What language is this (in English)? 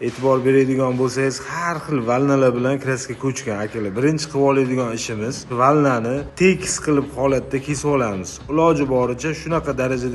Uzbek